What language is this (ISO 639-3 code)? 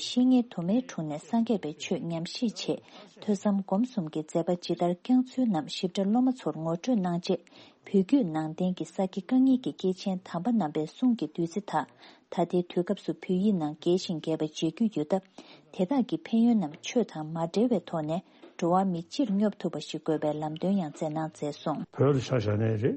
bod